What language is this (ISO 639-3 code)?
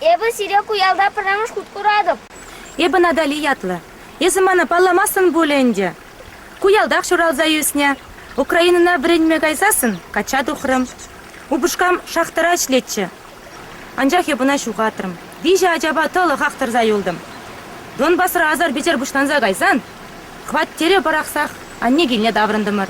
chv